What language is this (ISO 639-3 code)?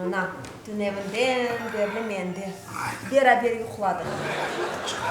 crh